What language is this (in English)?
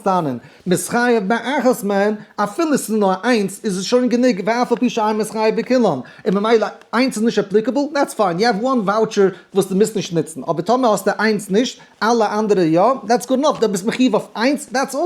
Yiddish